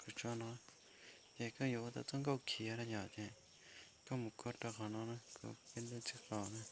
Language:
Hmong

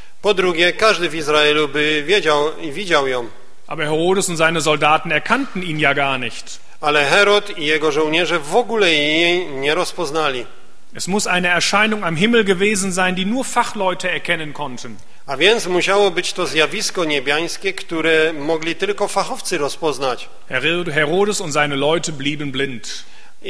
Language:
Polish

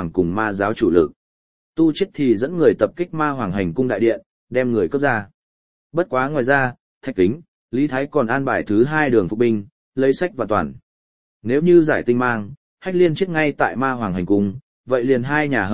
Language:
Vietnamese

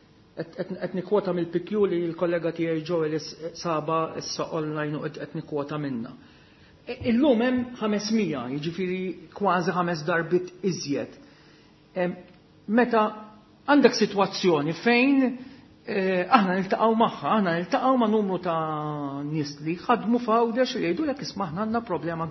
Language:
Maltese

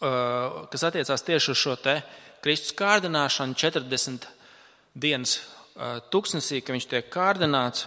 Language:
Latvian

